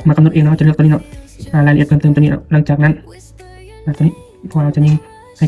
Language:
Lao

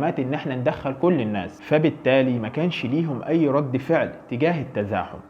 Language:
Egyptian Arabic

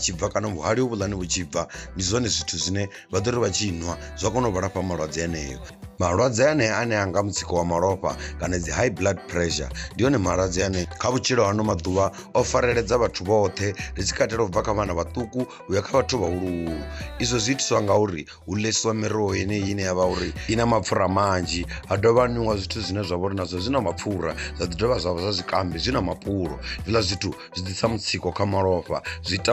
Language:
Venda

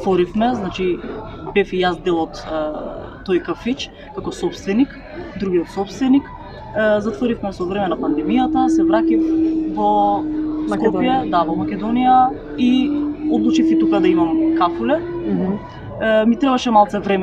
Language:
Macedonian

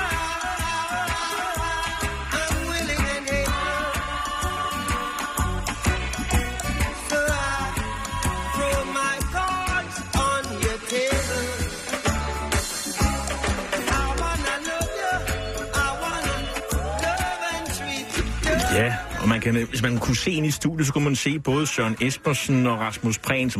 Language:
Danish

